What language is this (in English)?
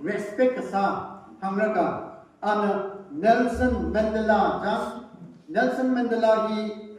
Tangkhul Naga (India)